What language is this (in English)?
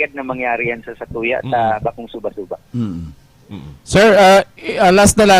Bikol